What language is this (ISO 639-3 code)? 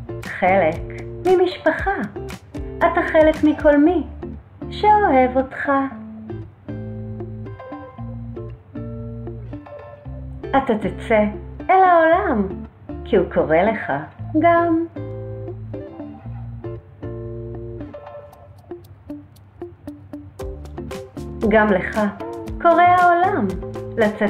heb